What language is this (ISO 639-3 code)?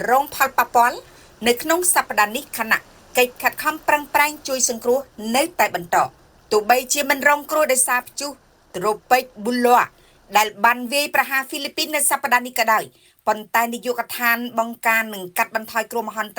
khm